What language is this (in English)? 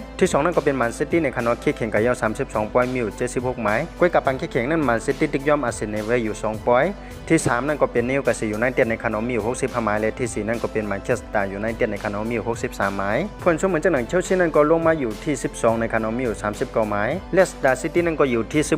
Shan